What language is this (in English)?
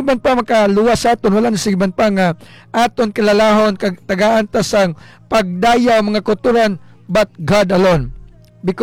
Hiligaynon